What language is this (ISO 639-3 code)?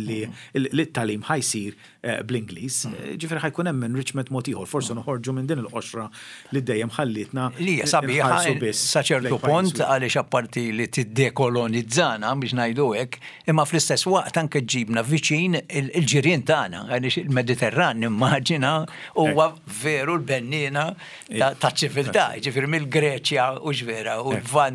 mlt